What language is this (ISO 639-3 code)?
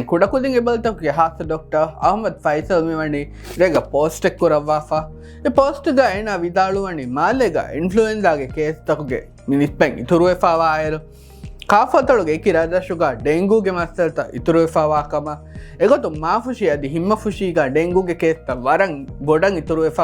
div